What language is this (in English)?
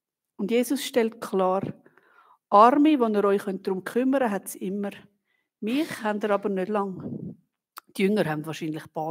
Swiss German